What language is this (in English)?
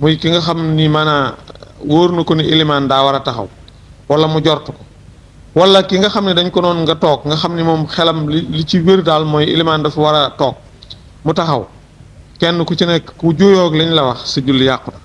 Wolof